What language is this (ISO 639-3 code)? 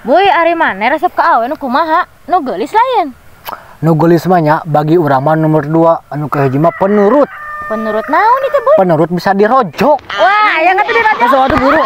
sun